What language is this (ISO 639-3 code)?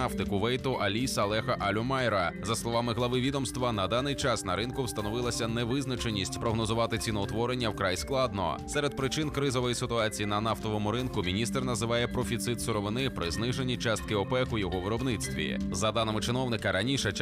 ukr